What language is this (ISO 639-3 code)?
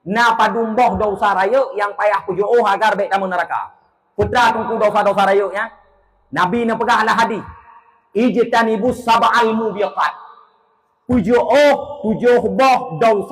ace